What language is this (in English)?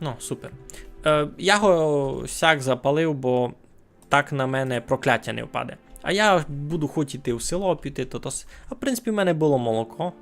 Rusyn